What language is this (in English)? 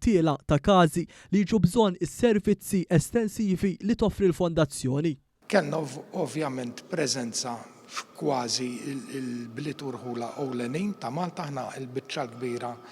Maltese